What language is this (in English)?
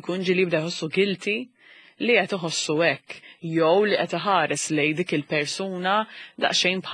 Maltese